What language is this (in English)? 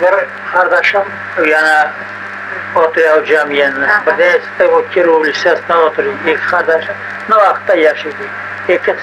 Crimean Tatar